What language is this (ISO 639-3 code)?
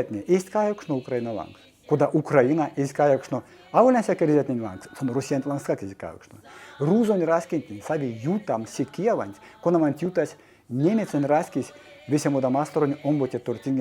myv